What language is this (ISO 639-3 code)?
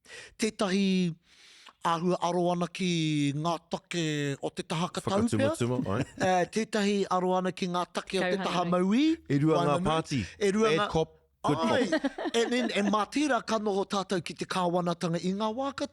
mri